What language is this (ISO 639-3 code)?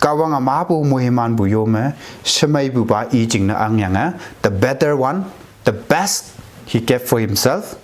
nbe